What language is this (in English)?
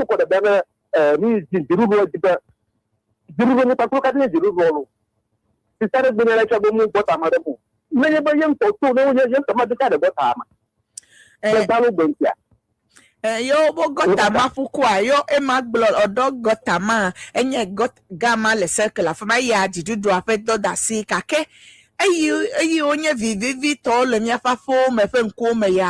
Ewe